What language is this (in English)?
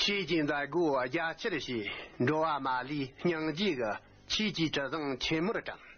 Tibetan